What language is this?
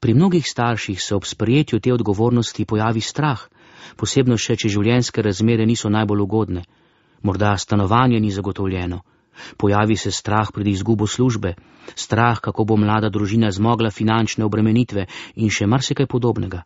Slovenian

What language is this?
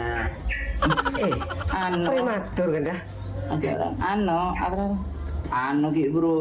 Madurese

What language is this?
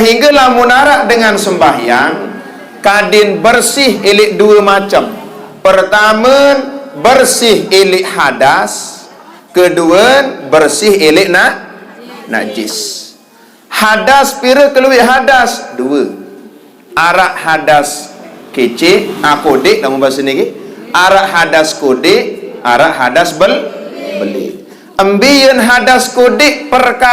Sasak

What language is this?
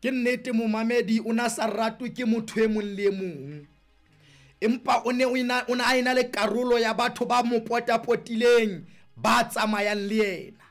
Southern Sotho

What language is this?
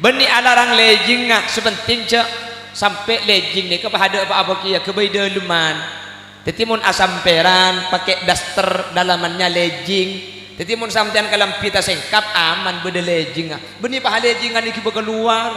Madurese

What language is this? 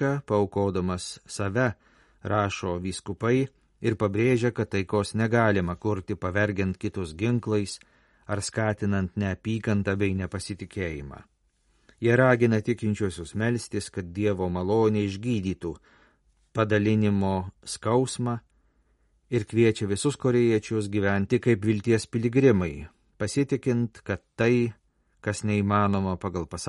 Lithuanian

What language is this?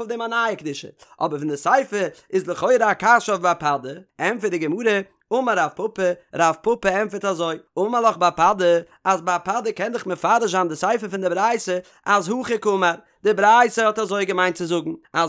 Yiddish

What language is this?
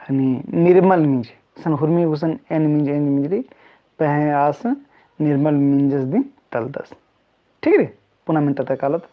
Kurukh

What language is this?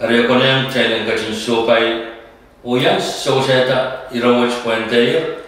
Pohnpeian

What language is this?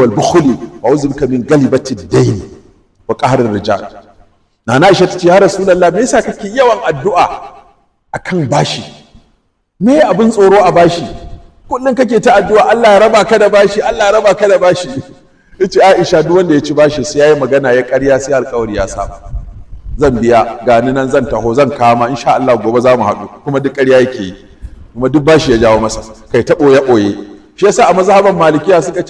Hausa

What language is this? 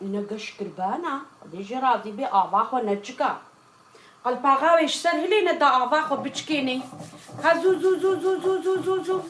Kurdish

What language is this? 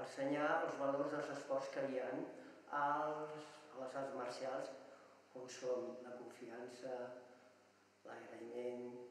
Catalan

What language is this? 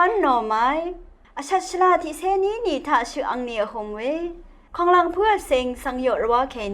Rawang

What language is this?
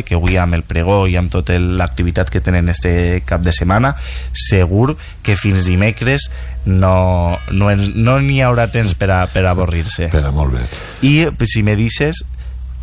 Catalan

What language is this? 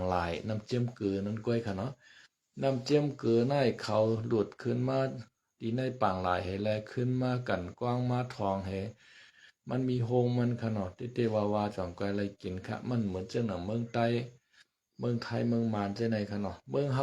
Shan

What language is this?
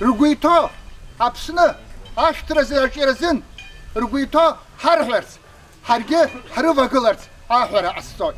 Abkhazian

